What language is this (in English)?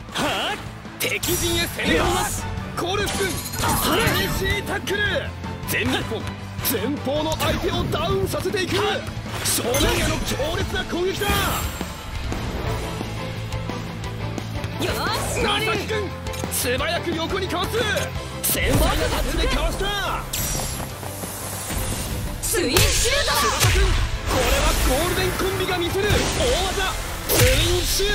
Japanese